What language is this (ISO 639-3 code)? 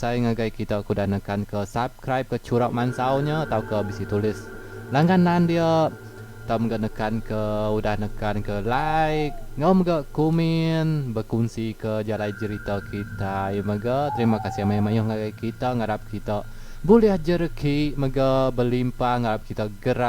iba